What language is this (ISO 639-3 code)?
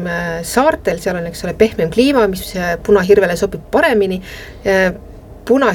est